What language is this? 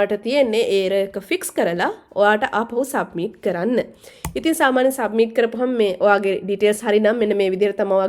Sinhala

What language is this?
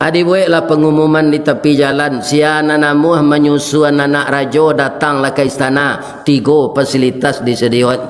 Minangkabau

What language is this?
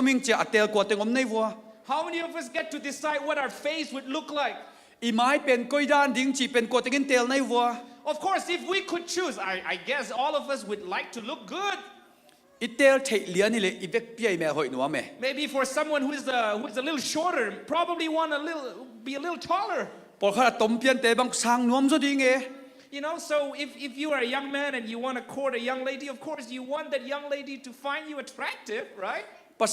Tedim Chin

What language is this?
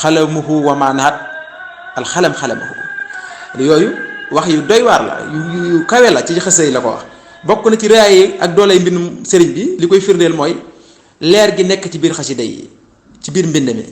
Wolof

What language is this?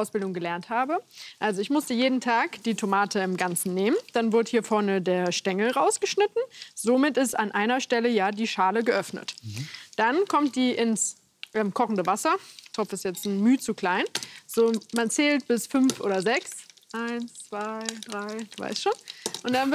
German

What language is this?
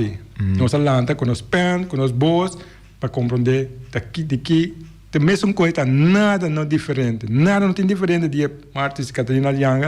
Papiamento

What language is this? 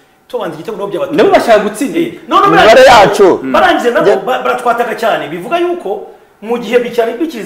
Kinyarwanda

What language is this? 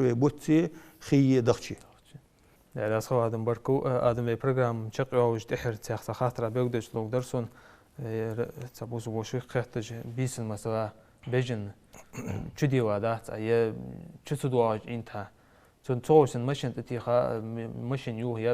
Ingush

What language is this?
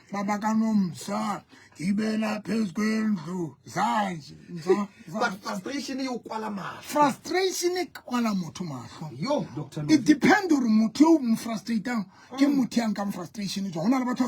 Southern Sotho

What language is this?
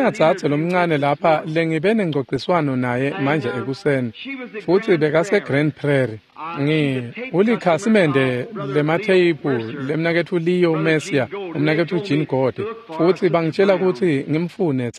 Swati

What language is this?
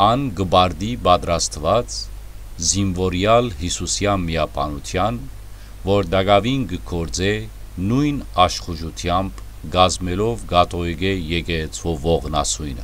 Western Armenian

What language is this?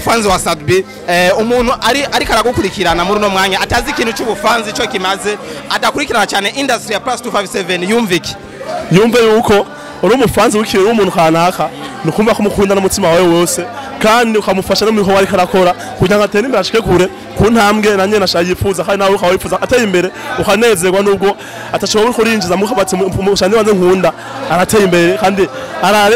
Rundi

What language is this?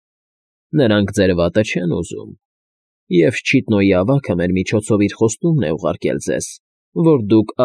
Armenian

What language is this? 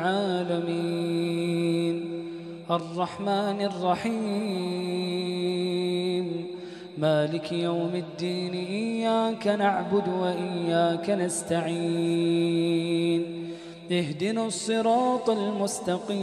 Arabic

